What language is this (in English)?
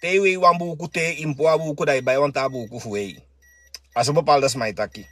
Sranan Tongo